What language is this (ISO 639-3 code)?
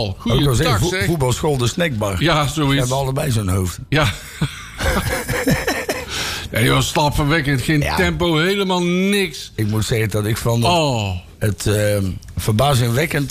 nld